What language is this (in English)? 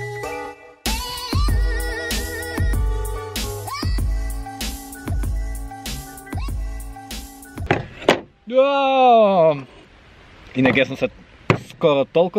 Slovak